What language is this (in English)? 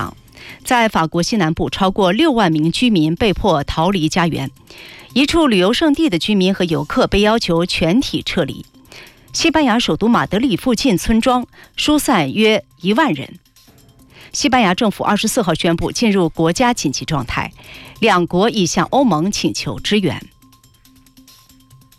Chinese